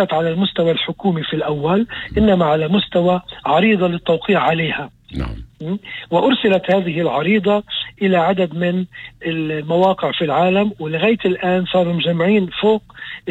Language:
North Levantine Arabic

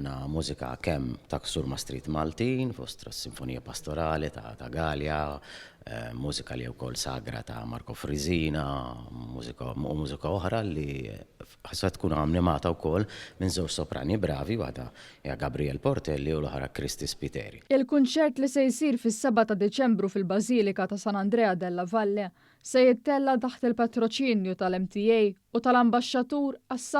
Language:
Maltese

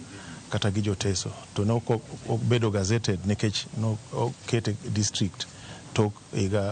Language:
Luo (Kenya and Tanzania)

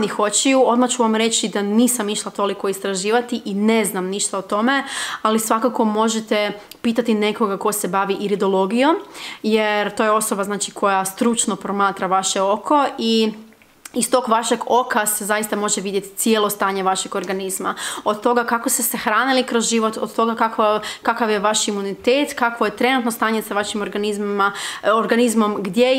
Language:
Croatian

